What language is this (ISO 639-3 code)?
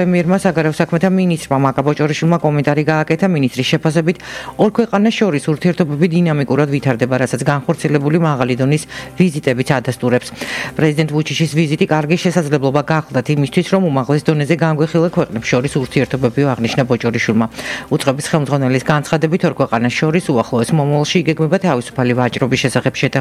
kat